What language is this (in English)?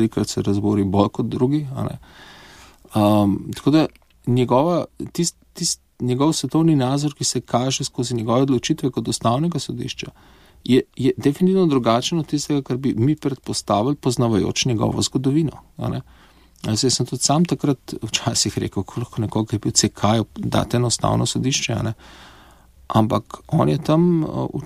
Slovenian